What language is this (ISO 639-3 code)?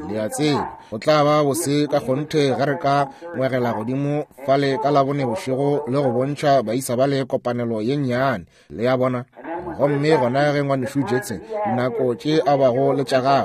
nso